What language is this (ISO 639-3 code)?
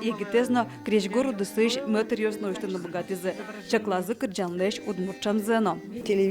udm